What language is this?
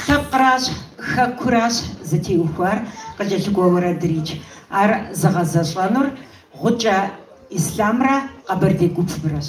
Kabardian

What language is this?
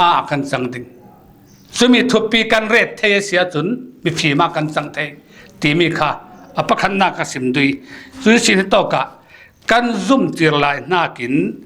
Falam Chin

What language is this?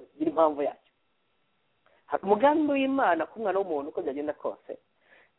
Kinyarwanda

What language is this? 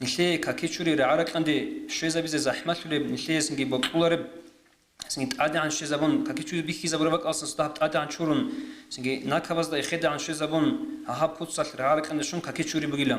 Avaric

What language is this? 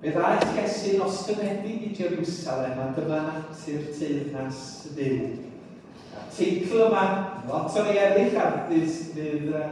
Welsh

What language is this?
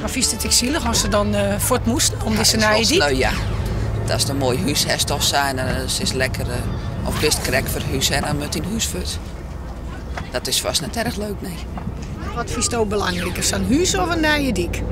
Western Frisian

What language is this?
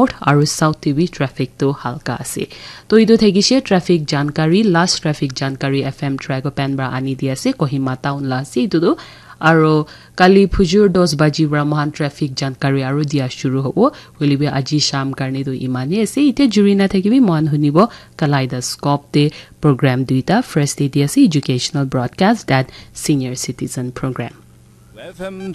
Naga Pidgin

